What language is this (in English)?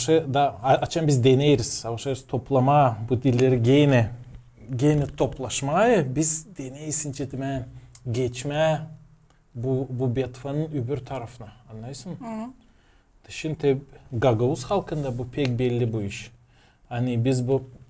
Gagauz